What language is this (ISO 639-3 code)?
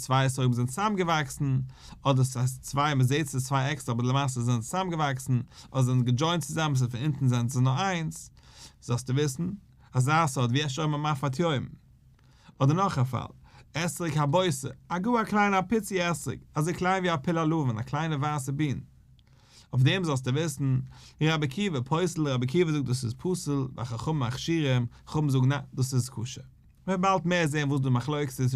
yid